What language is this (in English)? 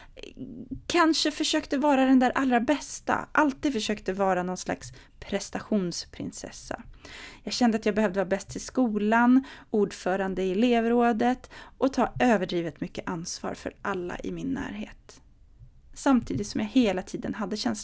Swedish